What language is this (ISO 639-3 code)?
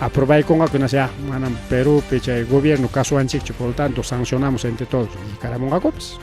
quy